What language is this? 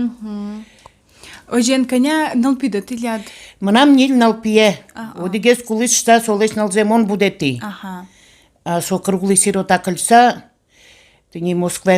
Udmurt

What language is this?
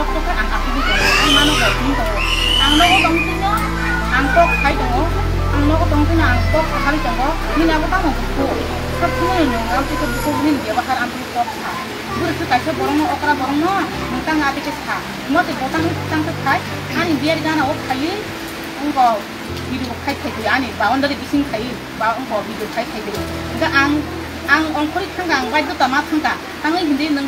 Kok Borok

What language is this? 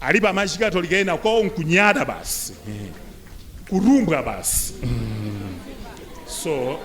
Nyanja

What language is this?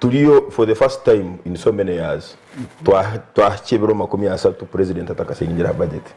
Nyankole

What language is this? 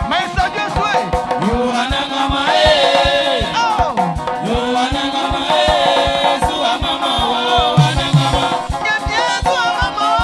Baoulé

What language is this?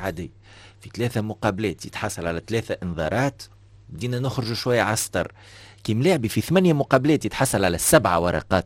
Tunisian Arabic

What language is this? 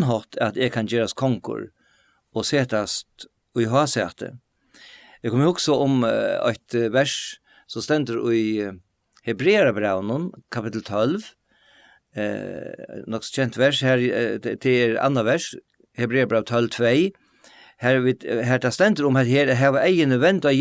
Faroese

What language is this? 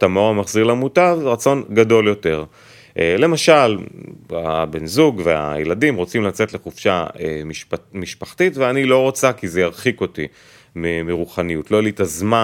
Hebrew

